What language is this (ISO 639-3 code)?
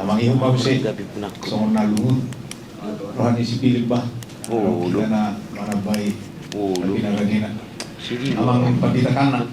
bbc